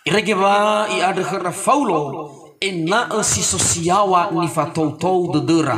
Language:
Nias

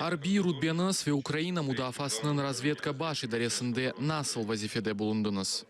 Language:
Crimean Tatar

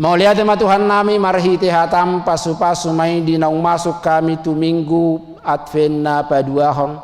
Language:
Batak Toba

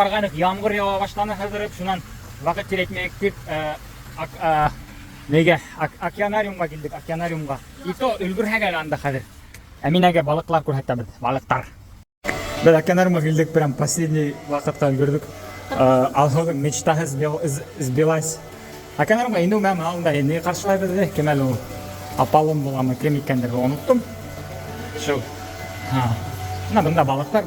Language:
Bashkir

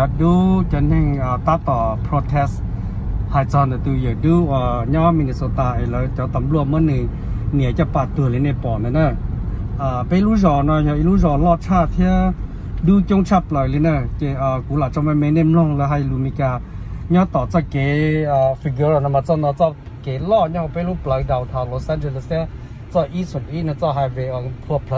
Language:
Hmong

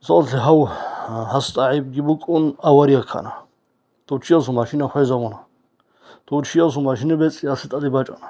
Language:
Avaric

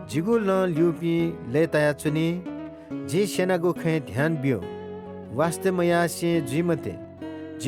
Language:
Newari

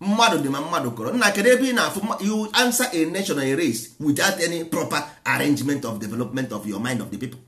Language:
Igbo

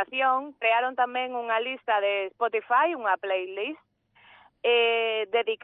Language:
Galician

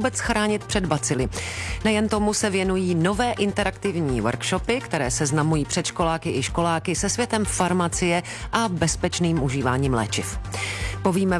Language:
Czech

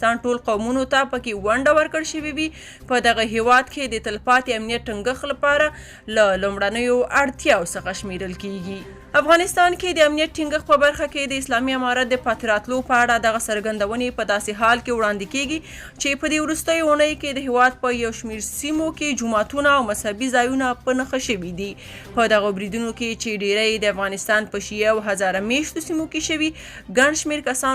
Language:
Pashto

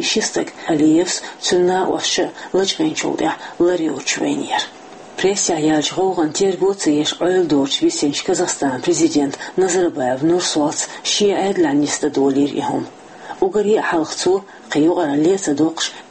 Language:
Chechen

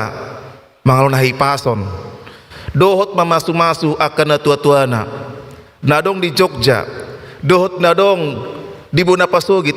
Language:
Batak Toba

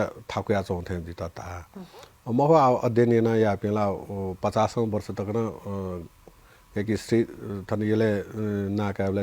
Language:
Newari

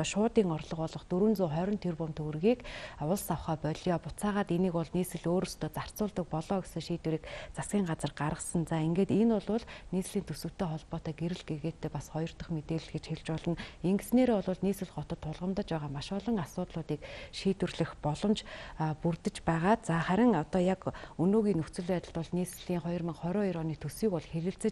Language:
Mongolian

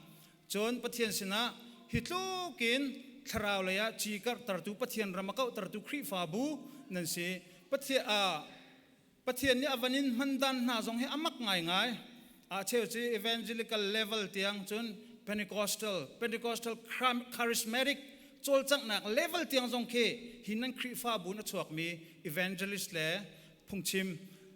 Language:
Hakha Chin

